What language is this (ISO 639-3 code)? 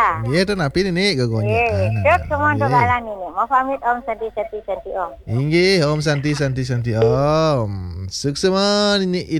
ban